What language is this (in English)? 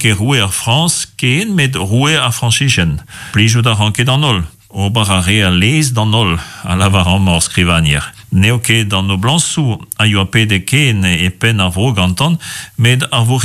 Breton